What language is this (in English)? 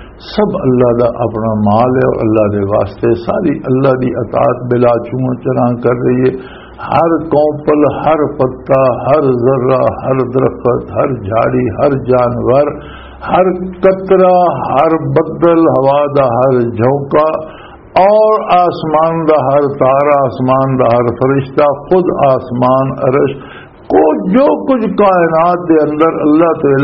Western Panjabi